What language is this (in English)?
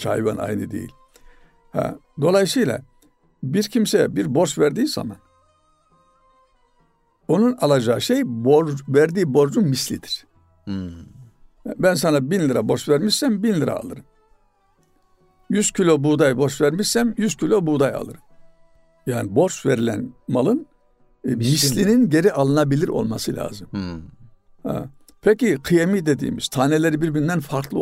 Turkish